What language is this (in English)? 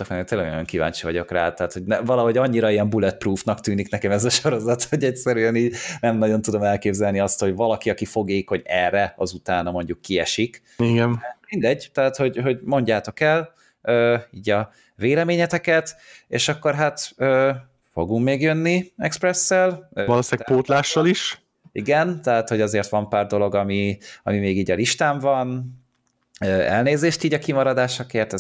Hungarian